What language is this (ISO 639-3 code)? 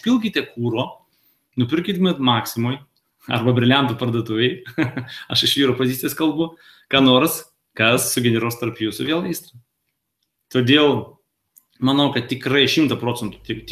lit